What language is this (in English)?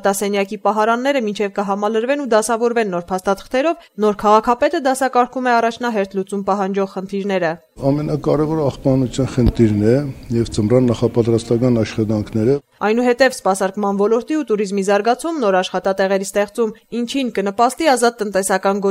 Armenian